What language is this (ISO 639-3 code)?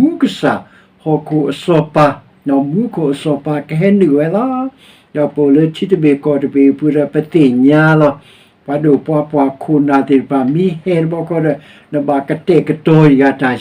ksw